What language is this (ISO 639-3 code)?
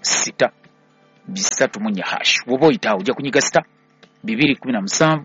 lug